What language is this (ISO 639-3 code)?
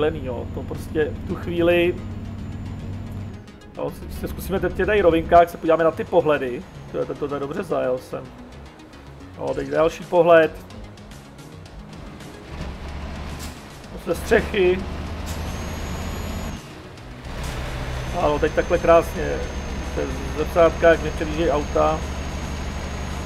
ces